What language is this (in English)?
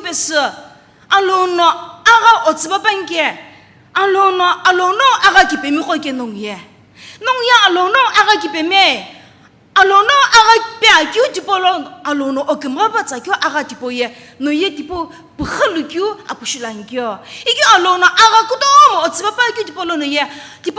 Sumi Naga